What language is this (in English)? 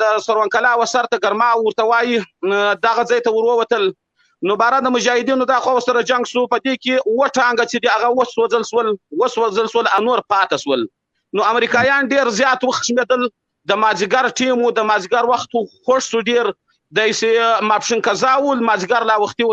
Pashto